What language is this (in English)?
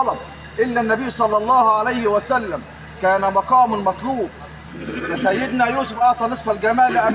Egyptian Arabic